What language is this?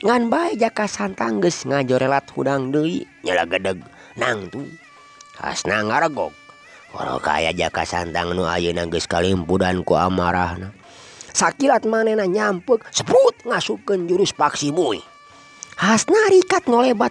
Sundanese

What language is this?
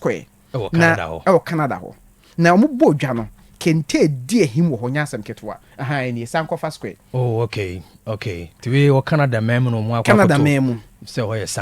Akan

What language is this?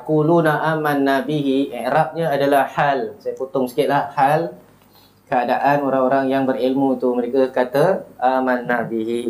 Malay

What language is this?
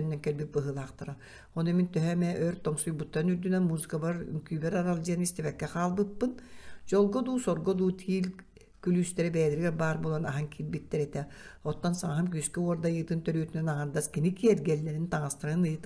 Yakut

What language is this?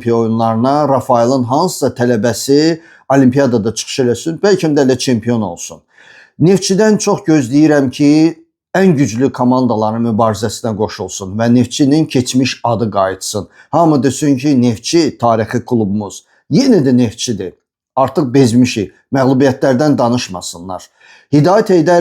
Azerbaijani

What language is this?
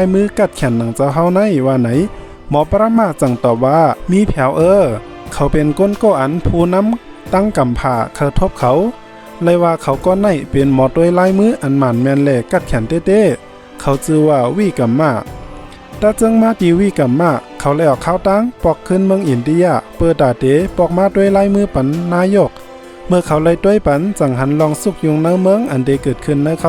Shan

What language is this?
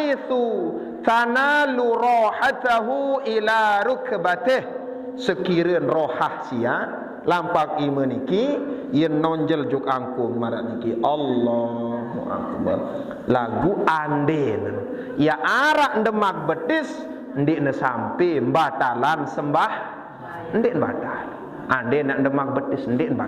Sasak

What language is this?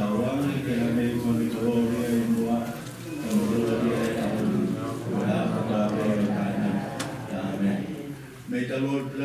Tongan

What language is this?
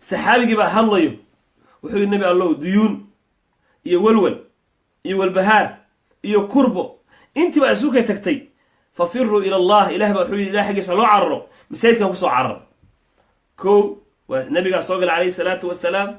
Somali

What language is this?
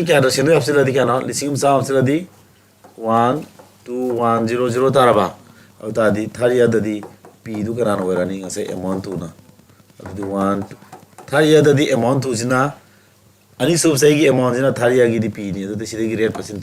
Manipuri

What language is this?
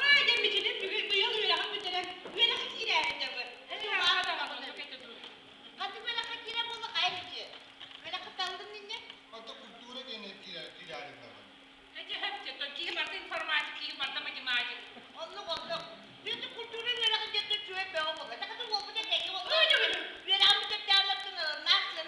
Yakut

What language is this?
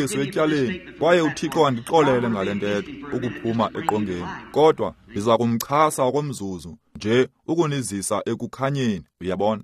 Xhosa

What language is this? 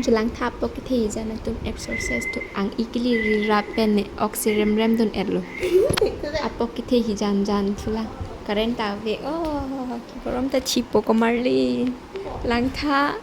Karbi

